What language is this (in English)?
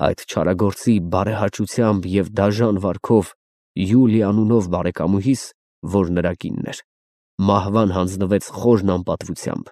Armenian